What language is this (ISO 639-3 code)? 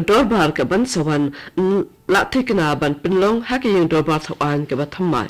kha